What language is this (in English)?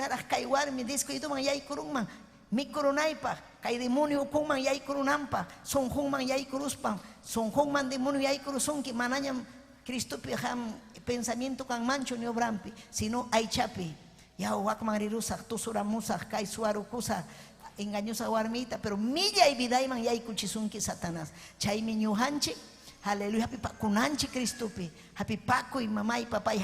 Ayacucho Quechua